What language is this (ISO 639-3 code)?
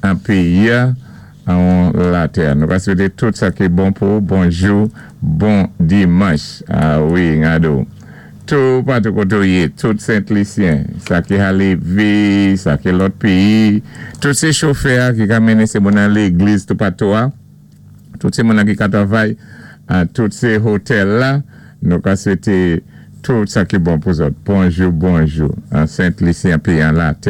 acf